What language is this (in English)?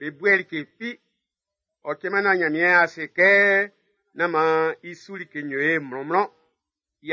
Baoulé